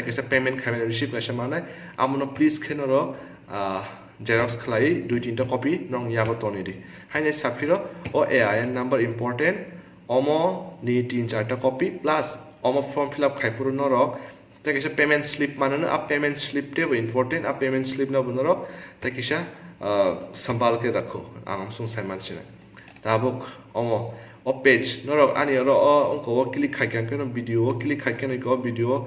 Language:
Kok Borok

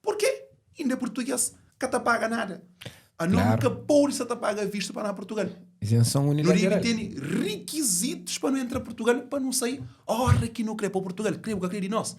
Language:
Kabuverdianu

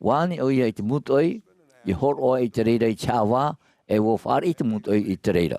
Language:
Tahitian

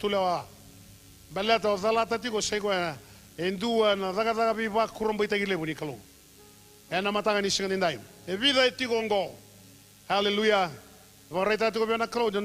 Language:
Fijian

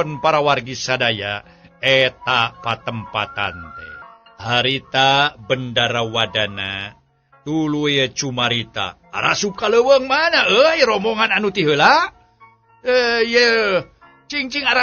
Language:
Sundanese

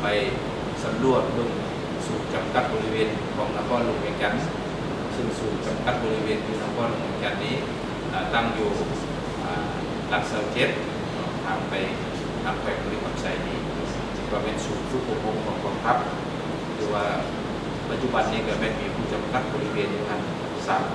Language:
Lao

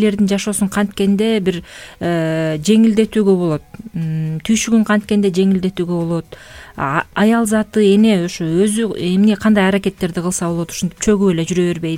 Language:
Kyrgyz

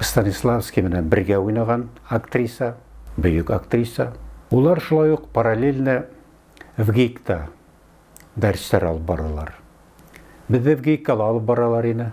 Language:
Bashkir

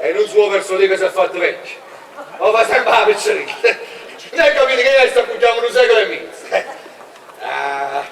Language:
Neapolitan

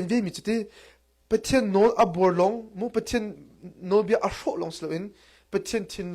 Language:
Hakha Chin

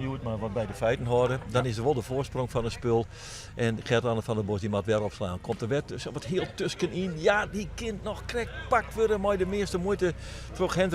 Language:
Western Frisian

